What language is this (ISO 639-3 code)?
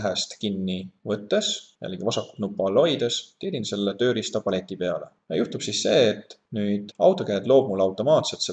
est